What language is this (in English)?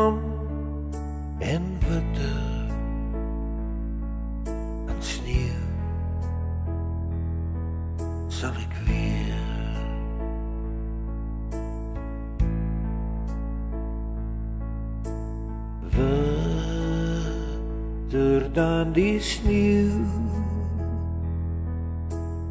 Afrikaans